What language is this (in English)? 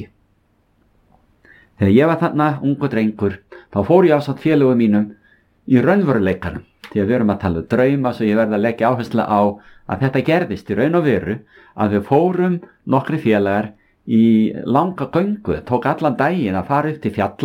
Icelandic